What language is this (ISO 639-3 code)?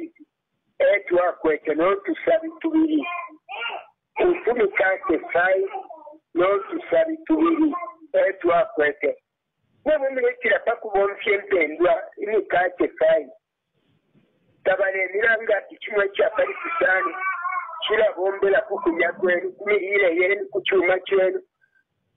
bem